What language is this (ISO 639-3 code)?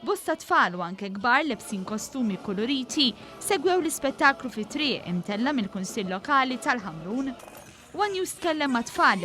mlt